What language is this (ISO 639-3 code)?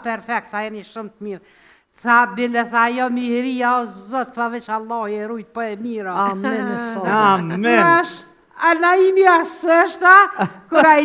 sqi